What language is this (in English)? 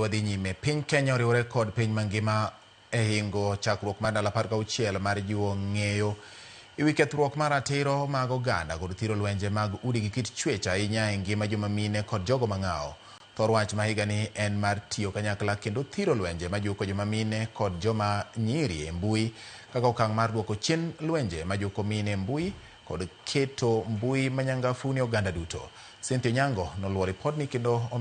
Luo (Kenya and Tanzania)